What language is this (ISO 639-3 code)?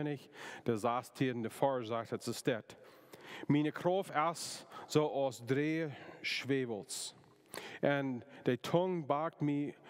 pdt